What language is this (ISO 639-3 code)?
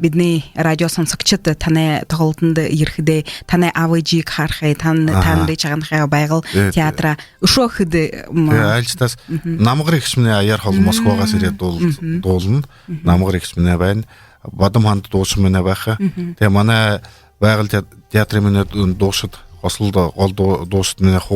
bua